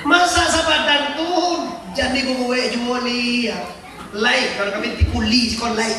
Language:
Minangkabau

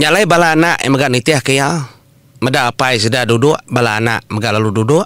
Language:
Iban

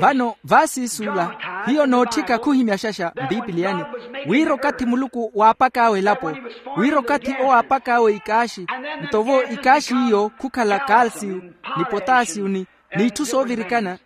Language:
Makhuwa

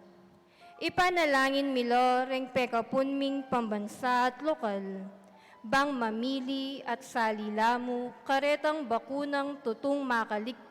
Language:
Pampanga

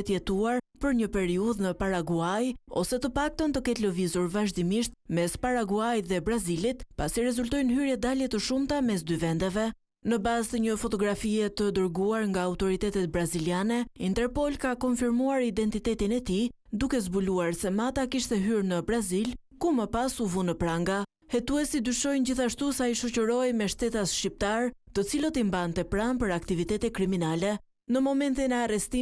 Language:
Albanian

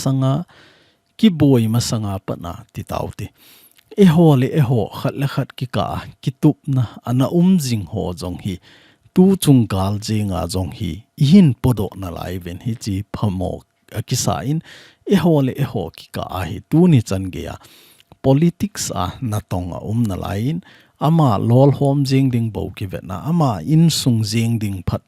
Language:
Thado Chin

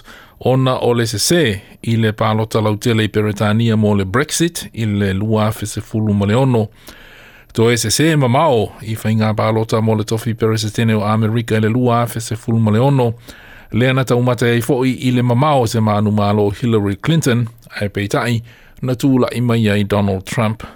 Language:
Samoan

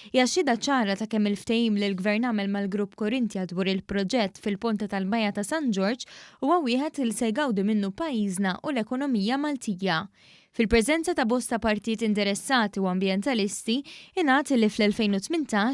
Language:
Maltese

